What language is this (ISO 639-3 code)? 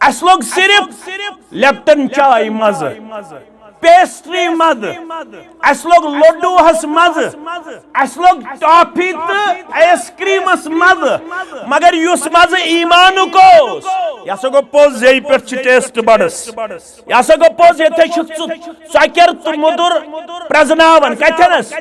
kas